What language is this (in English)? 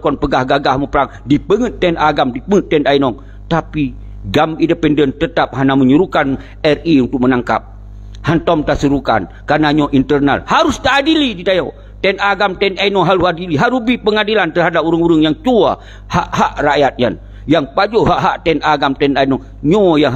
Achinese